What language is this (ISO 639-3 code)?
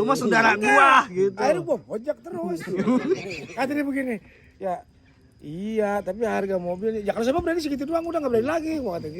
bew